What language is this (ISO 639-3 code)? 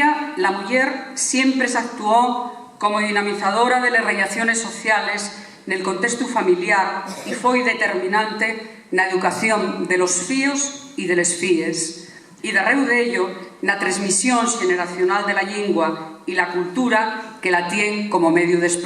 ast